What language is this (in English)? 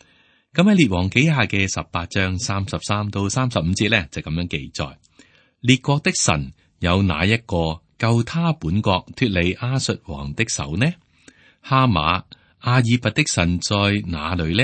Cantonese